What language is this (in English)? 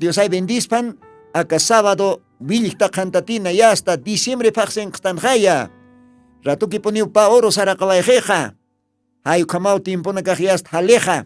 Aymara